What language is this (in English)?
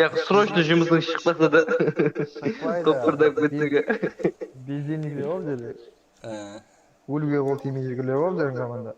Kara-Kalpak